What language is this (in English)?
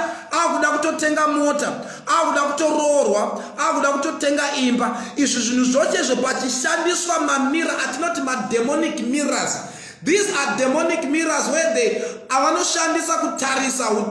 Shona